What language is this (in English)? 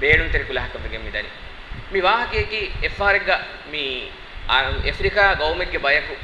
Divehi